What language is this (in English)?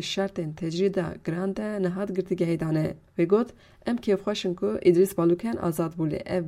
Kurdish